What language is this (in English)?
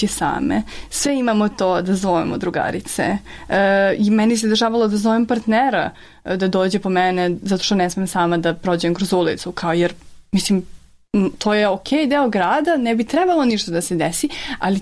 Serbian